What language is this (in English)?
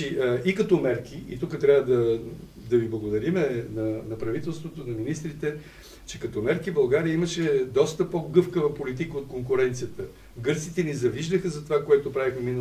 Bulgarian